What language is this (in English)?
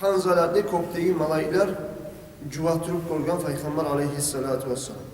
Kumyk